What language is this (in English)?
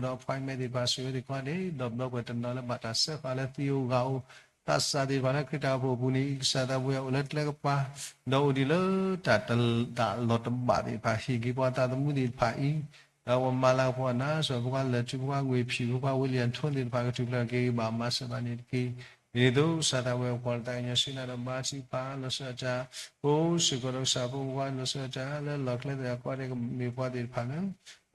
S'gaw Karen